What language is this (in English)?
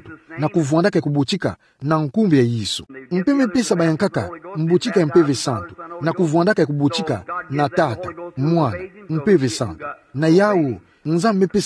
Kituba (Democratic Republic of Congo)